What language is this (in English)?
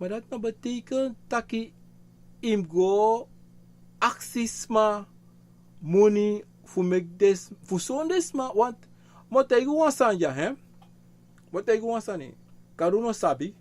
Sranan Tongo